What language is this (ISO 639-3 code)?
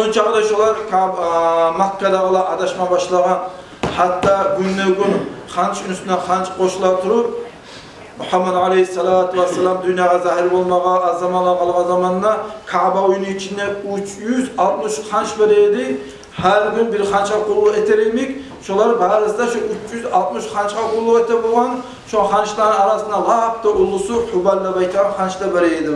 kum